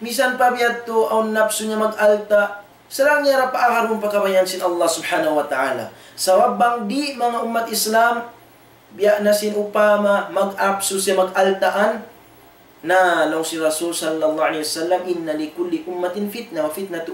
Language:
Tausug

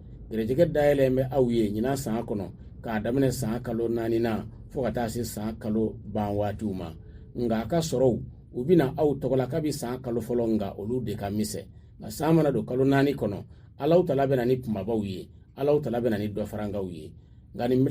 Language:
Bambara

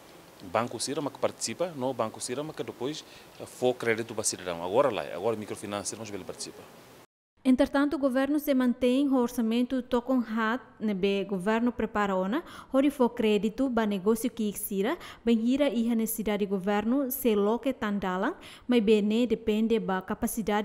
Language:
Tetum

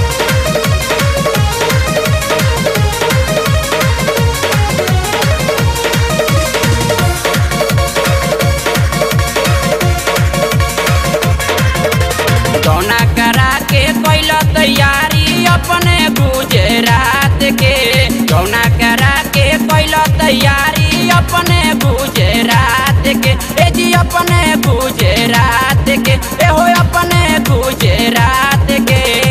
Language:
Bhojpuri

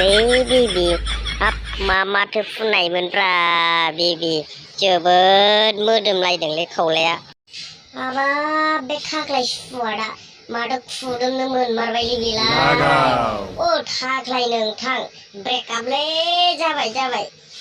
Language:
Bodo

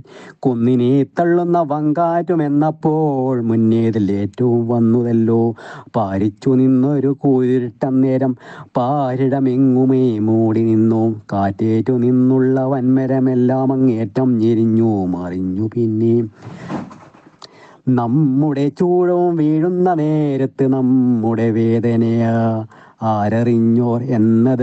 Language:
Malayalam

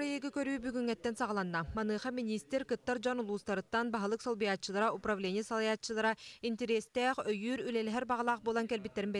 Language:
Yakut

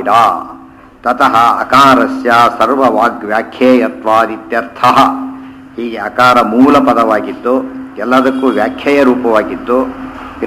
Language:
Kannada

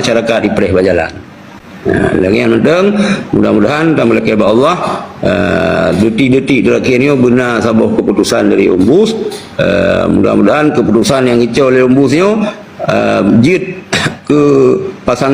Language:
Achinese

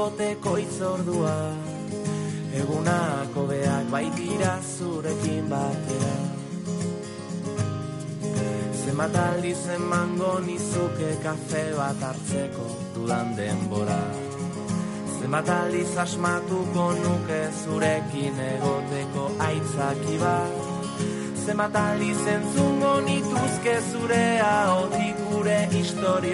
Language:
Basque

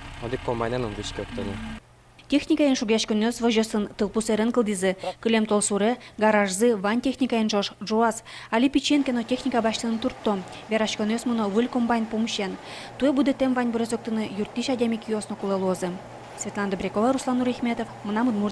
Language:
Udmurt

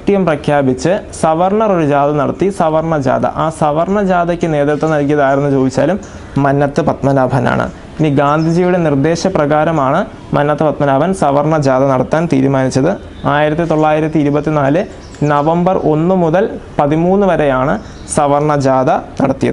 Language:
Malayalam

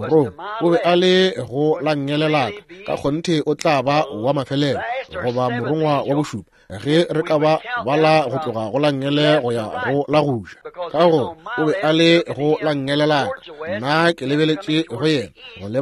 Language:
Northern Sotho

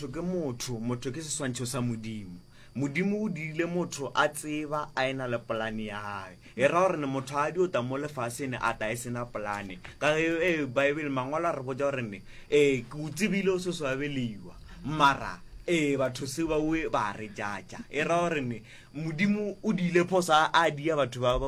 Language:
Northern Sotho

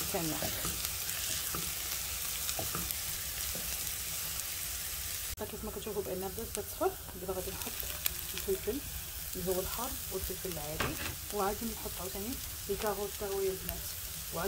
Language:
Moroccan Arabic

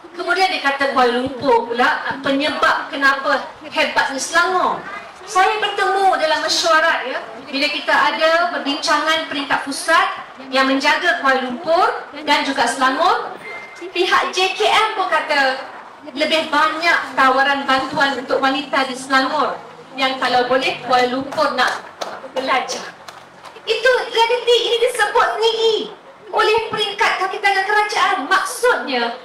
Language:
Malay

